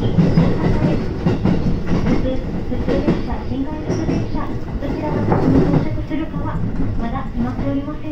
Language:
Japanese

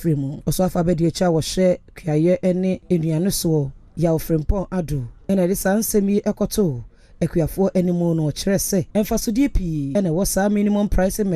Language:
Akan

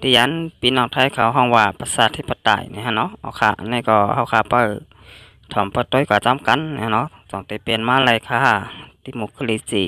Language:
Shan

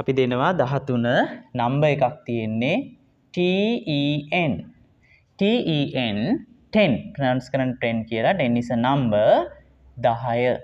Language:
Sinhala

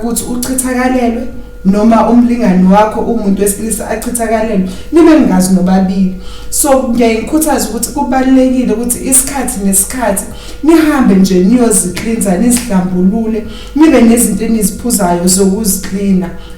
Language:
Zulu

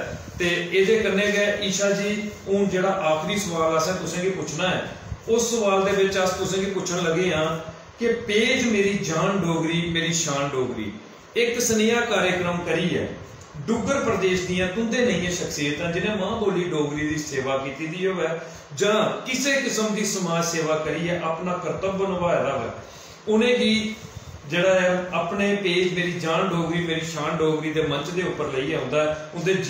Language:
Dogri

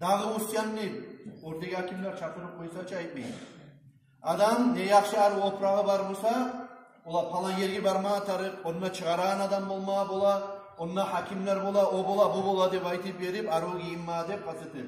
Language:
Kumyk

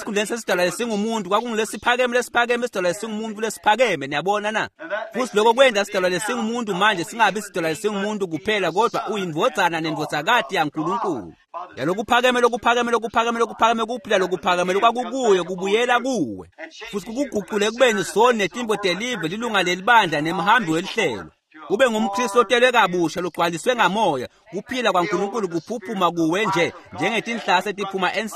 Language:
Swati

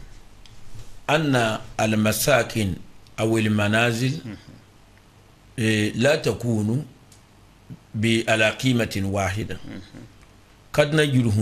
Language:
Arabic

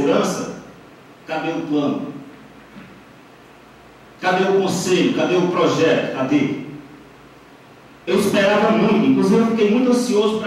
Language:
Portuguese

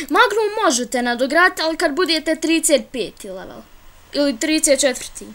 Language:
Bosnian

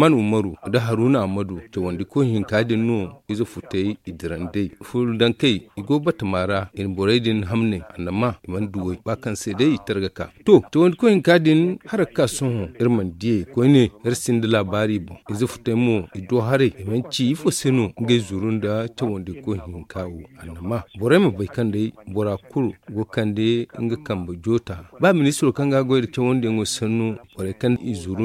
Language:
Zarma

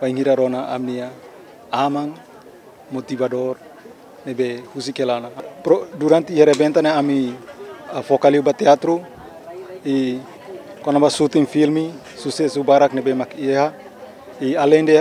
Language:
Tetum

